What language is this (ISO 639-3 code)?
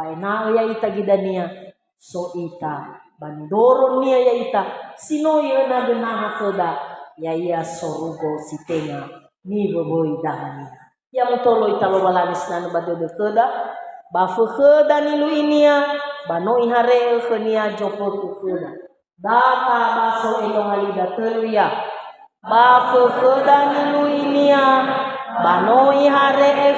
nia